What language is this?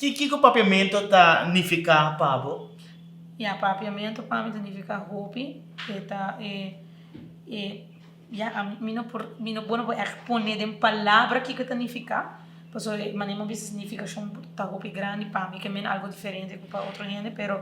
Papiamento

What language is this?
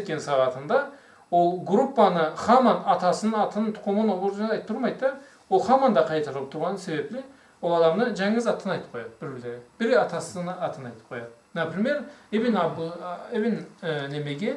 Karachay-Balkar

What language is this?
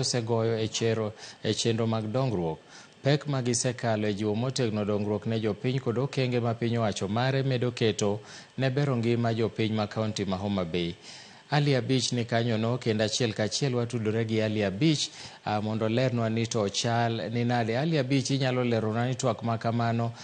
Luo (Kenya and Tanzania)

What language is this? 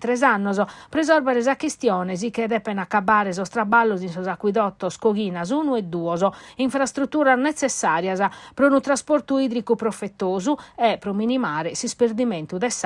Sardinian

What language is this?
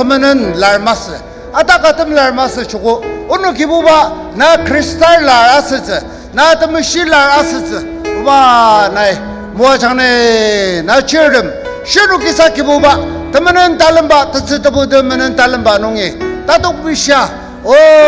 Ao Naga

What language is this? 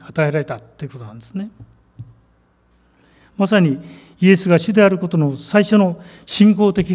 Japanese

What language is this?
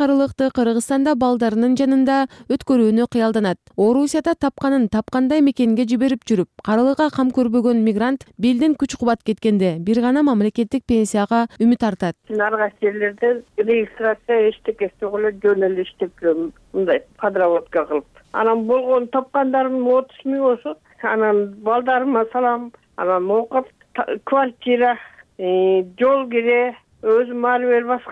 Kyrgyz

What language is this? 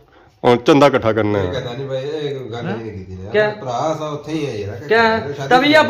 Pahari-Potwari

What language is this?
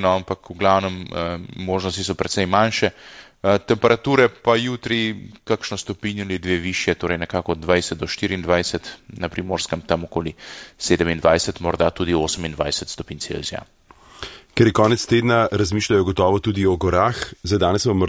Slovenian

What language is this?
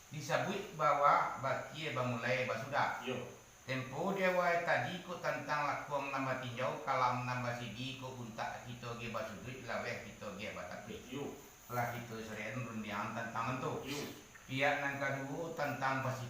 Minangkabau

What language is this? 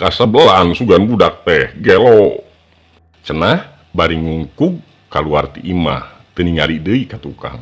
Sundanese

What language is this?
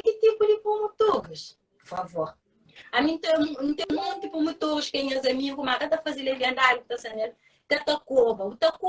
Kabuverdianu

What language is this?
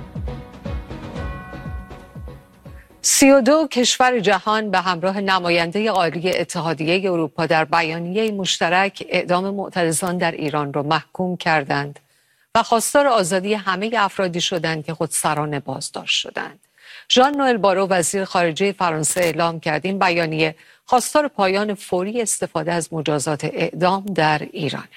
Persian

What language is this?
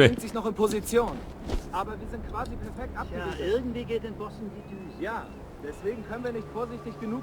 Bavarian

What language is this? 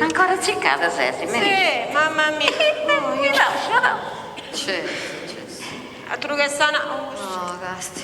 Sardinian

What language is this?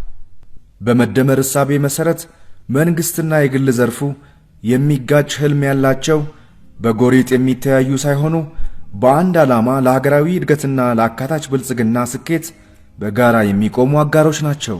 Amharic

